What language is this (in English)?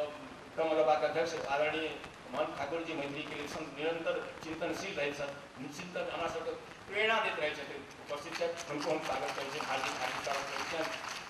Maithili